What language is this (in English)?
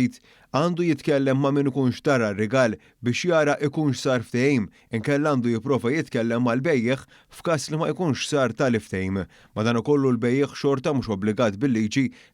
Maltese